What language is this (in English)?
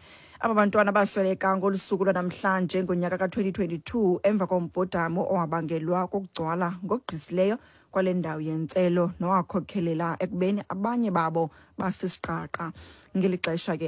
Xhosa